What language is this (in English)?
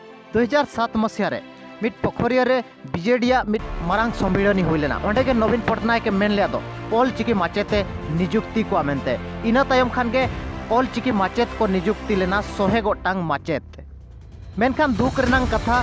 Santali